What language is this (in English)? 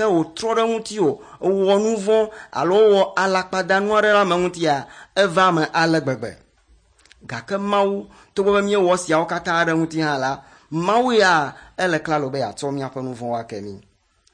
Ewe